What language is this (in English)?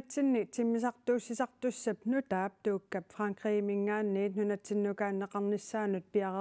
Kalaallisut